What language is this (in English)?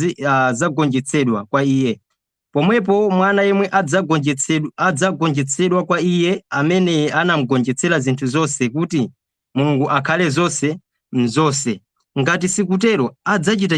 Nyanja